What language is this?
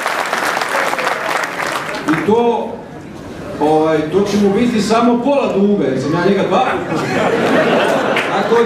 Bosnian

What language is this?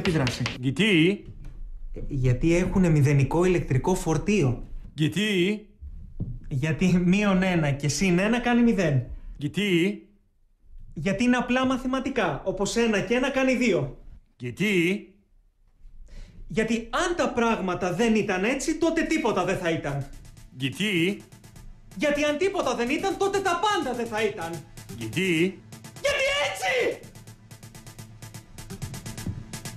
Greek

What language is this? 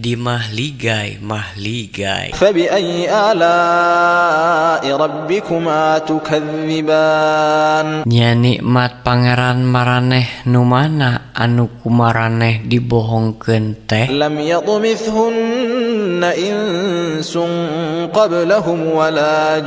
Sundanese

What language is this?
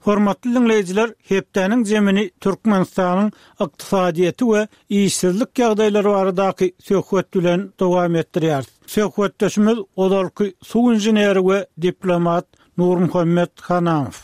Turkmen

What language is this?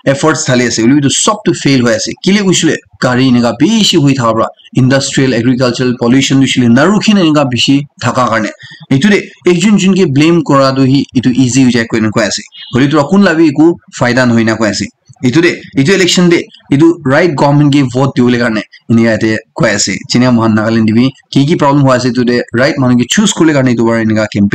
Naga Pidgin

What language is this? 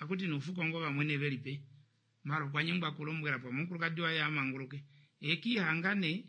Kuanyama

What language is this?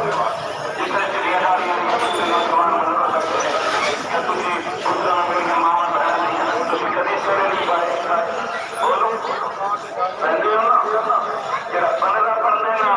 Saraiki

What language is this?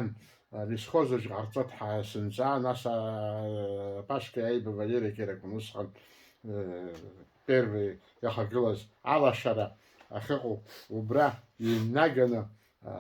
Abkhazian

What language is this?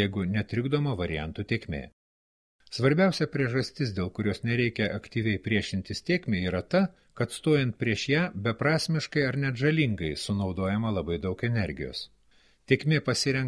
Lithuanian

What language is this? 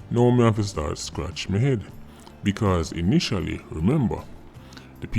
Jamaican Creole English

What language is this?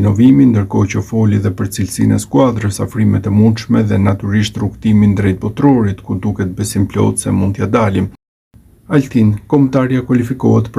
Albanian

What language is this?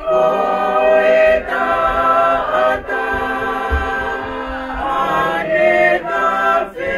Tongan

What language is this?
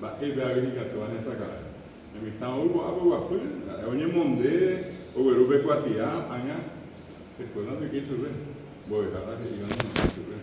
Guarani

